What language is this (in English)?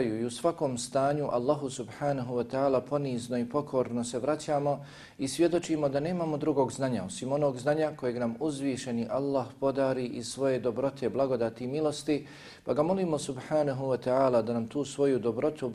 Bosnian